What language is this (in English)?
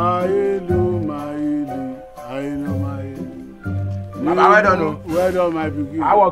Nigerian Pidgin